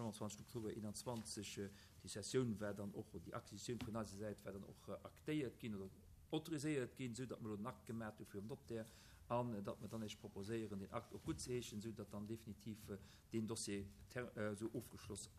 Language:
Luxembourgish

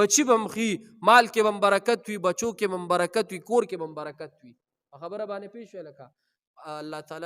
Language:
Pashto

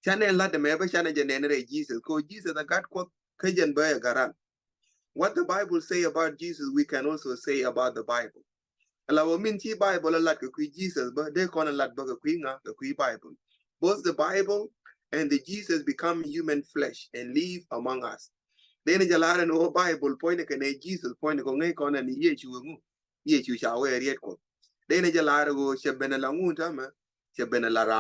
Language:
Nuer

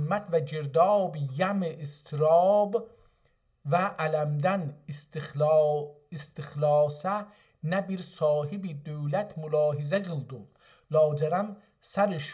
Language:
South Azerbaijani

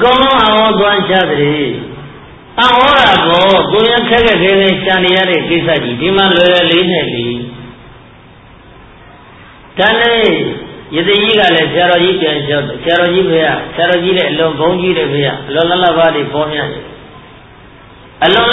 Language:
Burmese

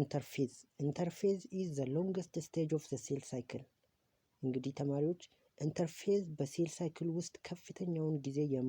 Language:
Amharic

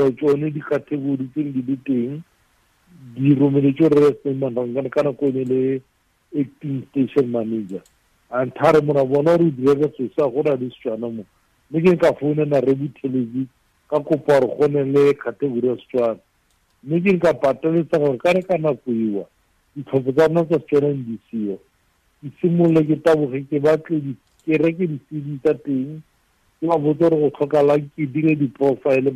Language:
Tswana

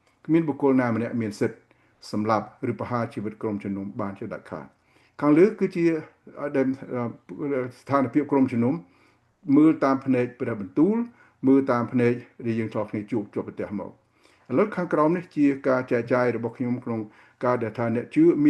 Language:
Khmer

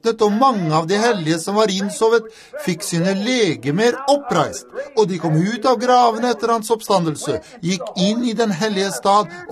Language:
Norwegian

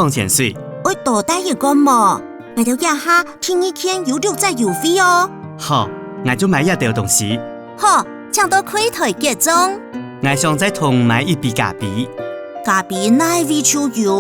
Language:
Hakka Chinese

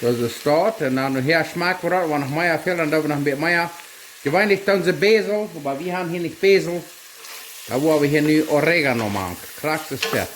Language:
Plautdietsch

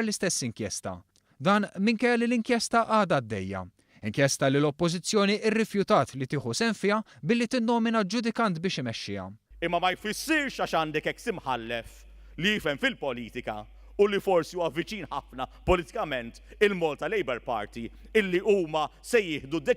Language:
Maltese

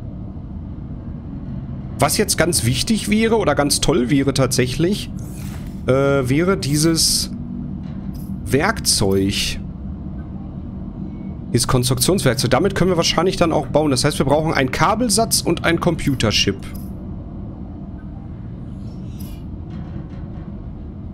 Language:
German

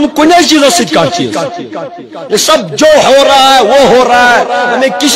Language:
Kashmiri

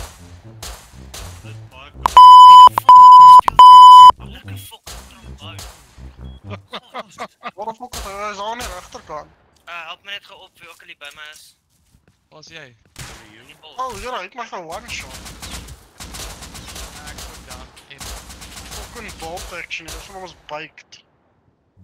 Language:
Afrikaans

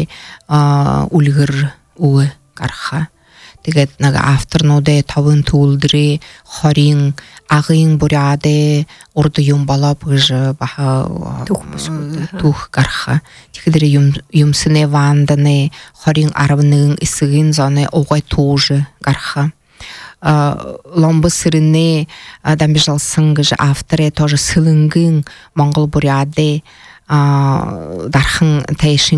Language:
Buriat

